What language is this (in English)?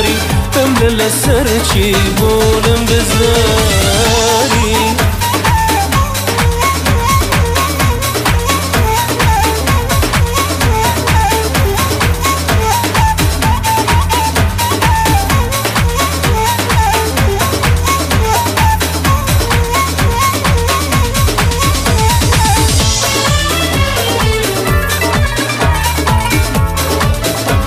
Persian